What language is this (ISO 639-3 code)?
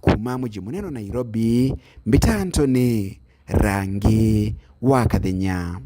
mer